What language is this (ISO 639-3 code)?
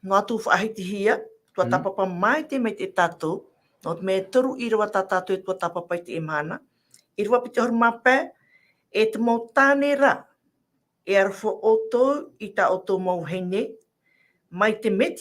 tah